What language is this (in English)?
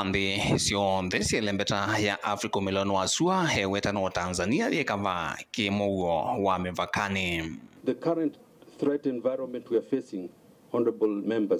Kamba